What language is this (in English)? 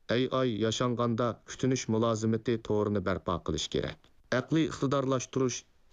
Uyghur